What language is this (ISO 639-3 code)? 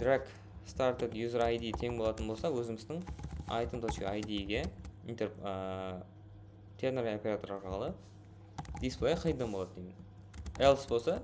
kaa